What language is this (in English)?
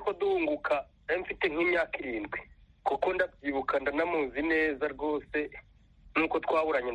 Kinyarwanda